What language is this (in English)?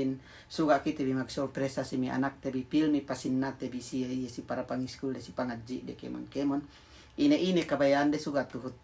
Yakan